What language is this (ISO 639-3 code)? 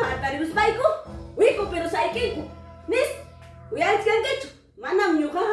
quy